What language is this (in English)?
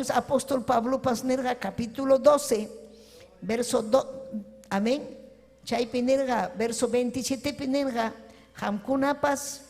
Ayacucho Quechua